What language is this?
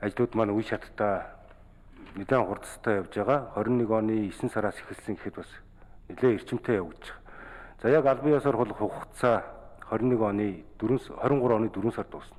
Mongolian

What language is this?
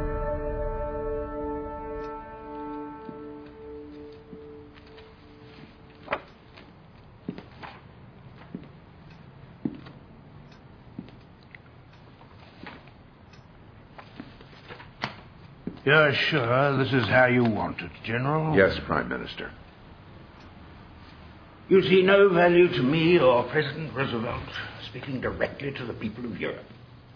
English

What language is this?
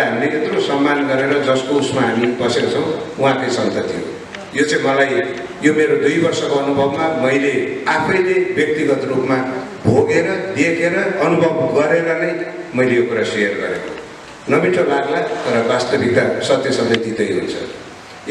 Nepali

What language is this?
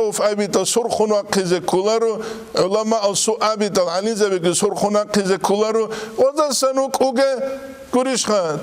Avaric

